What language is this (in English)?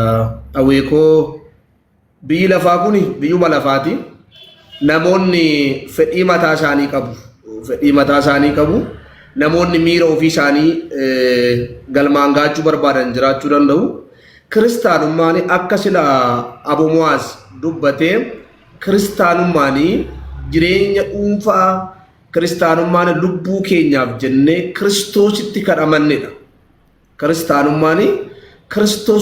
Oromo